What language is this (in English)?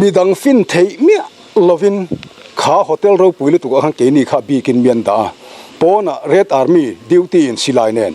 Mizo